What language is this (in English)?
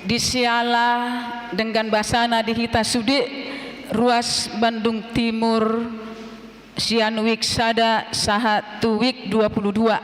Batak Toba